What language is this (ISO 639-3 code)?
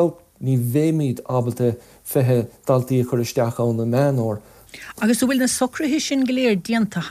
gle